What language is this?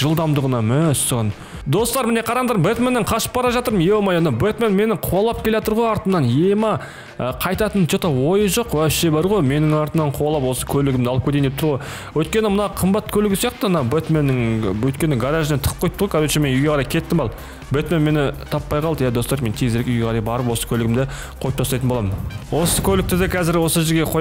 Kazakh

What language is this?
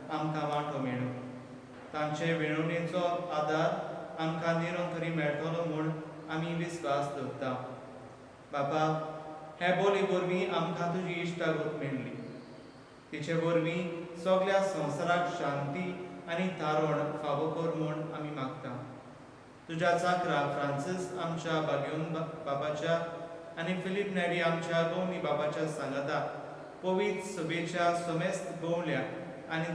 Konkani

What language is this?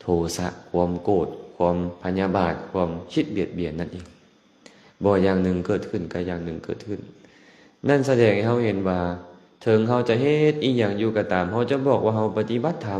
Lao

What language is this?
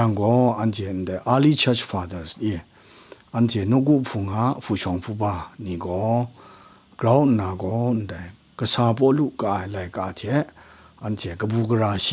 Kachin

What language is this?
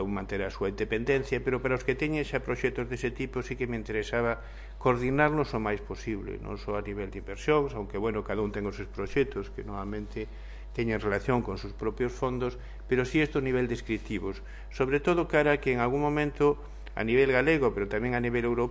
Galician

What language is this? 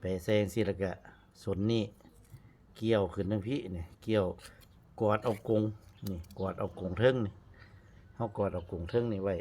Northeastern Thai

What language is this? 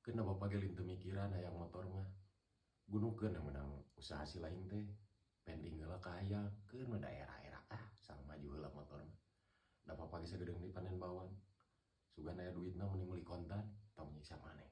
Sundanese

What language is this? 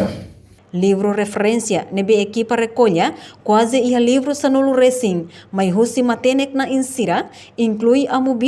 Tetum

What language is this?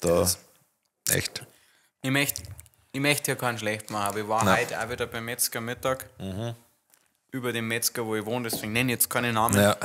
Bavarian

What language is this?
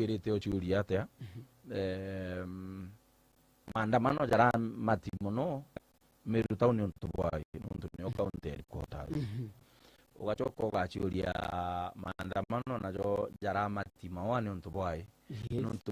Meru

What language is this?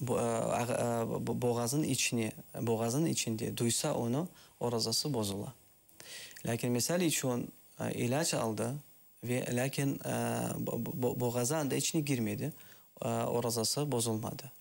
Crimean Tatar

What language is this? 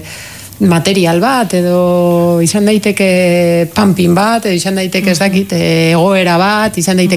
Basque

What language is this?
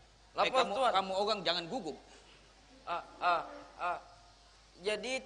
Banjar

